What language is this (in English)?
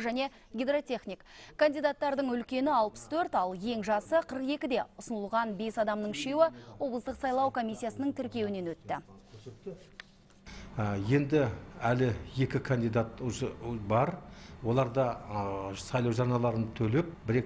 Kazakh